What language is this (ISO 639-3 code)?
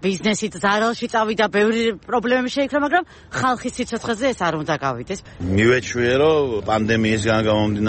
kat